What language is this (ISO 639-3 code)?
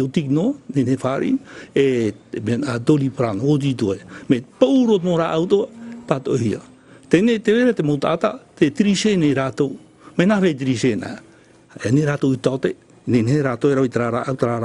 tah